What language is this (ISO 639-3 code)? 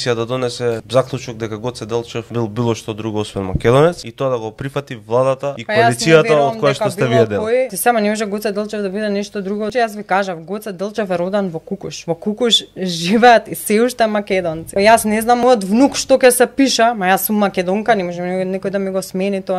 mkd